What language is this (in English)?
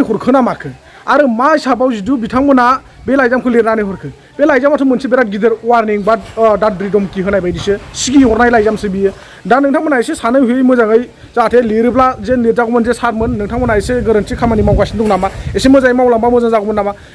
Bodo